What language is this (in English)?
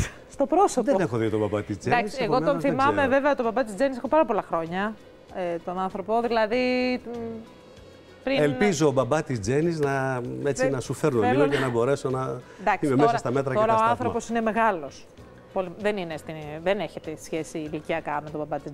Greek